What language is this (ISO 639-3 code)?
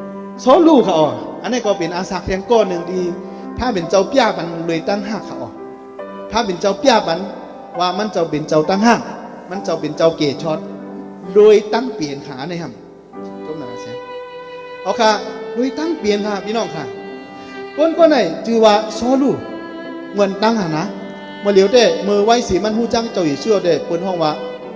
shn